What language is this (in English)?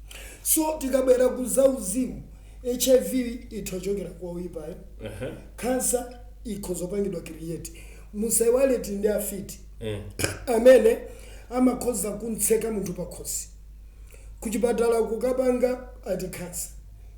Nyanja